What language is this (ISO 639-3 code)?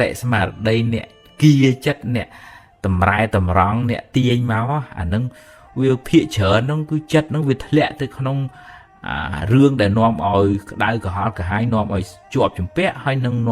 khm